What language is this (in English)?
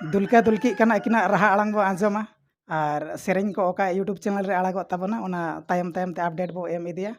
Santali